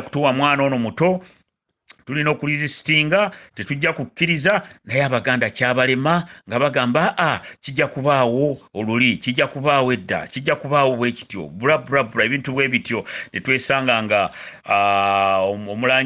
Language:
Ganda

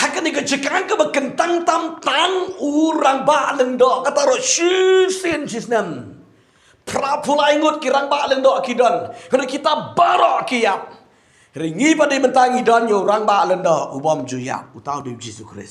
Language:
Khasi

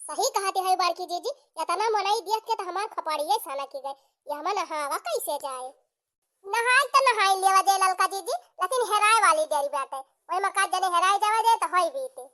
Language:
Awadhi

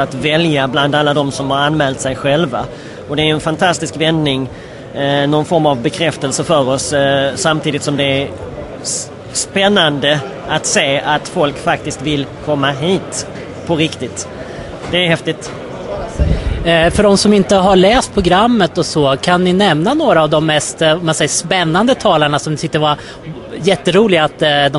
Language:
Swedish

